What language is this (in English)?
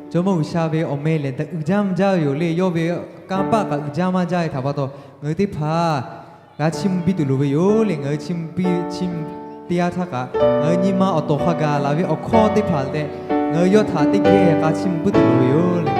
Lahu